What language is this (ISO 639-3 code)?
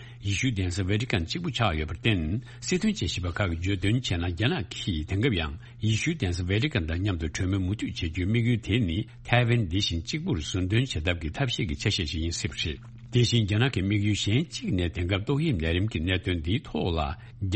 bod